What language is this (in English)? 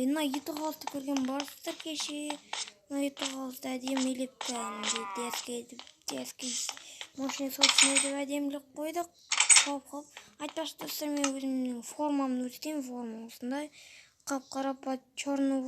Kazakh